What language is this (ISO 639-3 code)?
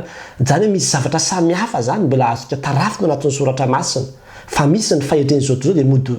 mlg